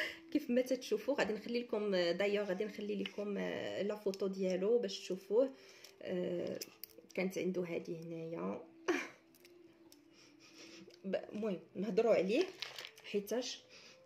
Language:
Moroccan Arabic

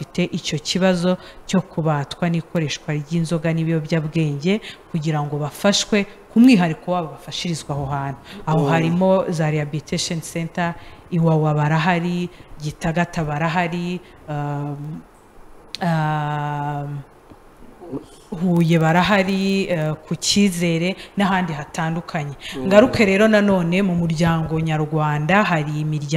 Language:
Kinyarwanda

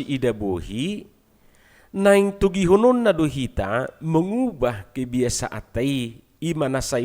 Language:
Batak Toba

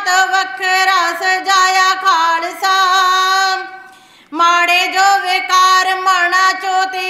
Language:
Punjabi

